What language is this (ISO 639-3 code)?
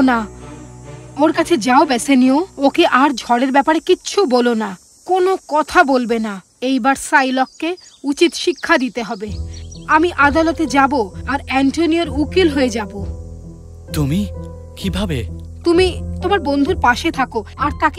ben